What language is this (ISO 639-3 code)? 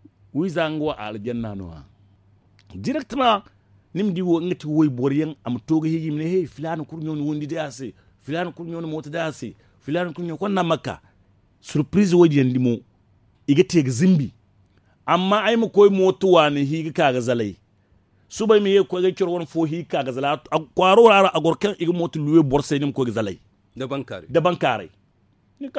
dje